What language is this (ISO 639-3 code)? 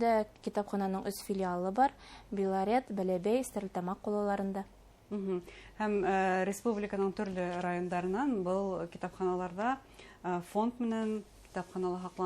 bak